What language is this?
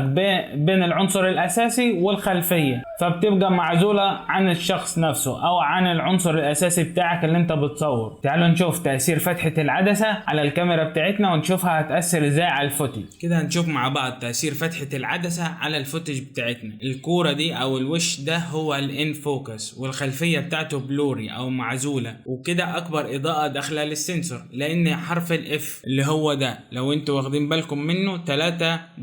Egyptian Arabic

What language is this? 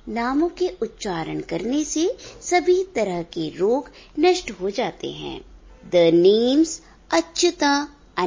Sanskrit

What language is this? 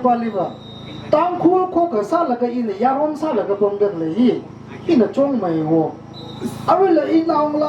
Tangkhul Naga (India)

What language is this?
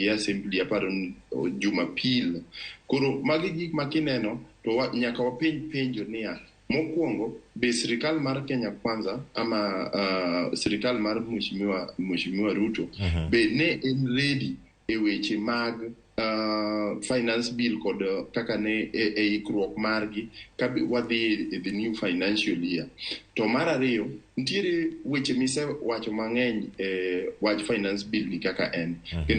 Luo (Kenya and Tanzania)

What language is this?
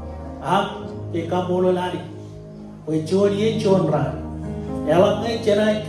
Marshallese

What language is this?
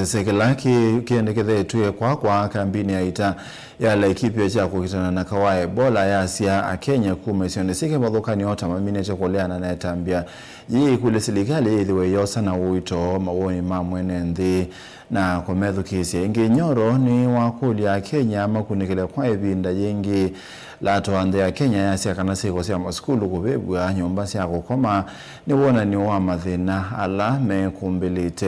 Kamba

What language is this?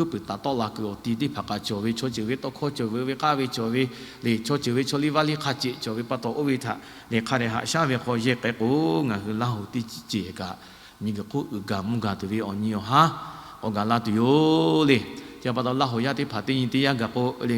Lahu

